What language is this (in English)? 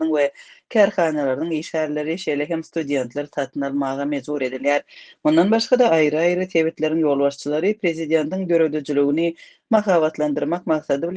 Turkmen